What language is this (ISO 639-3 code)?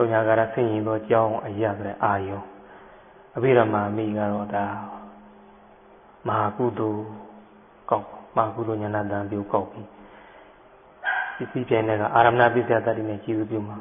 mya